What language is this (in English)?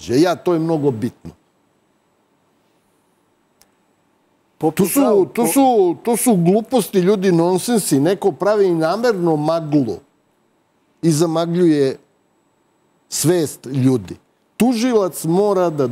Serbian